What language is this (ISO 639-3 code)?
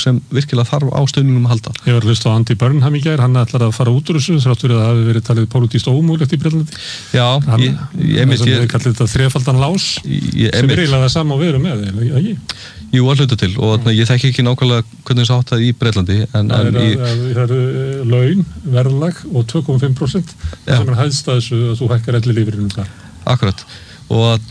isl